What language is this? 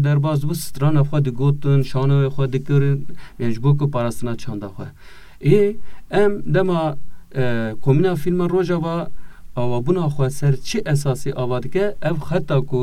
Kurdish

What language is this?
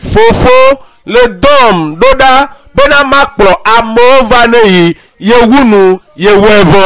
Ewe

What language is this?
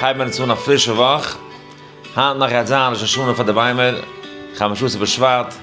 Yiddish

